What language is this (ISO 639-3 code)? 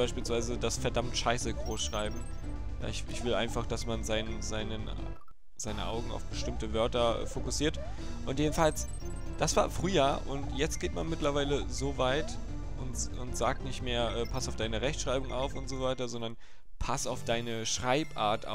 deu